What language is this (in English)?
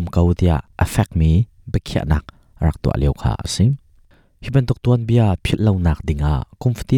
Hakha Chin